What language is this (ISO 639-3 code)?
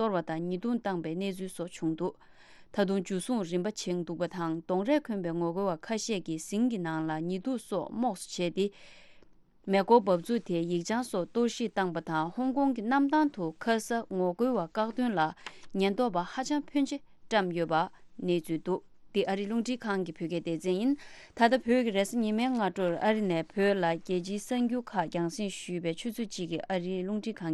bod